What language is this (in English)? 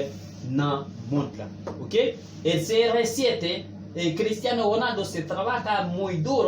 Haitian Creole